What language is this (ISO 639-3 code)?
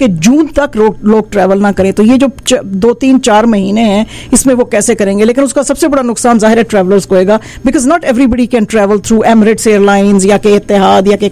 hin